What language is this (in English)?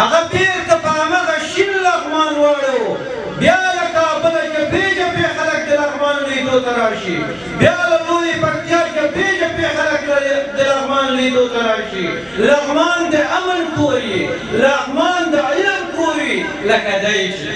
Pashto